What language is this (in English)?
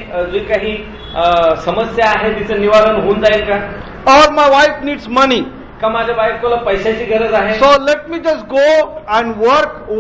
Marathi